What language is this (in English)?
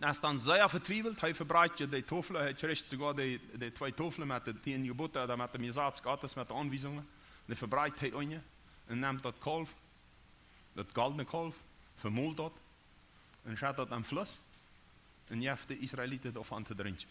Plautdietsch